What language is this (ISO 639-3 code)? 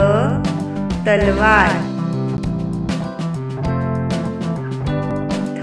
mar